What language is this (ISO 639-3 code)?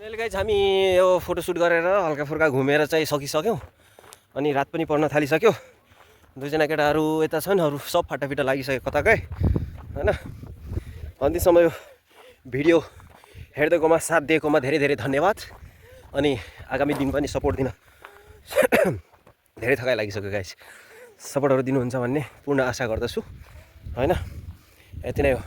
nep